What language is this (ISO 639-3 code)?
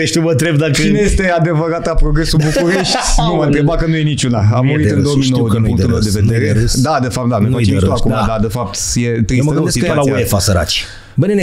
ron